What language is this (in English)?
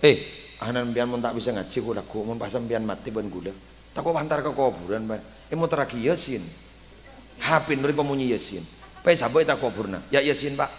Madurese